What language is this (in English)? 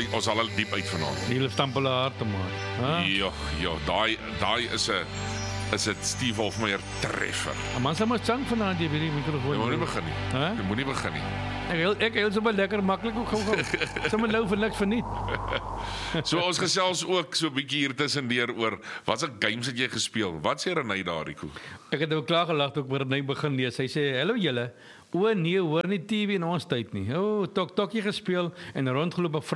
Afrikaans